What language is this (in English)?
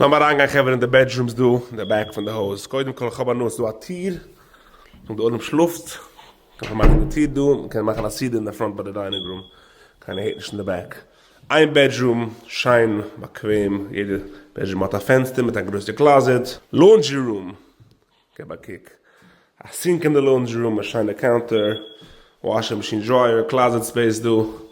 Yiddish